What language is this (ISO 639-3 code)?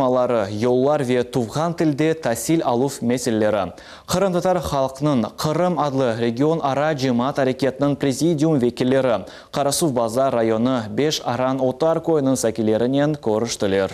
crh